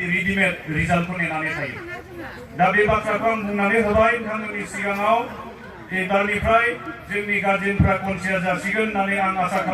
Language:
Bodo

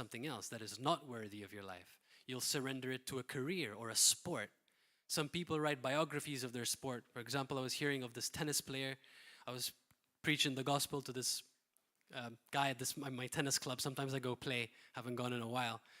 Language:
English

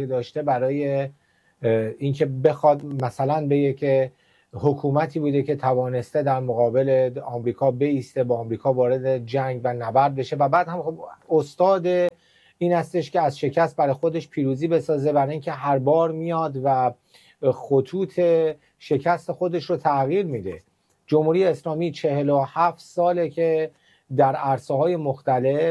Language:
Persian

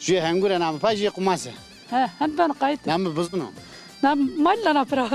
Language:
Zaza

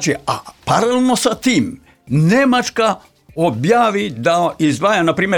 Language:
Serbian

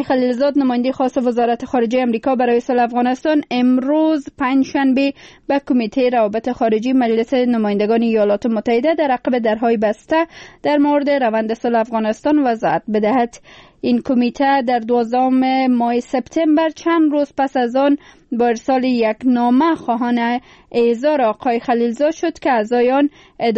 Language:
Persian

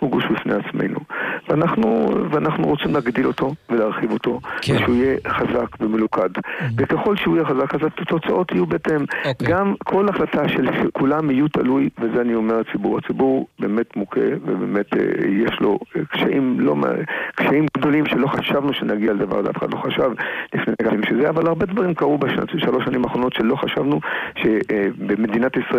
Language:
Hebrew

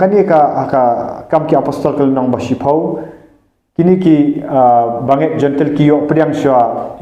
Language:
Khasi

